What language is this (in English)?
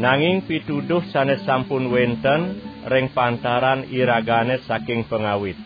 Balinese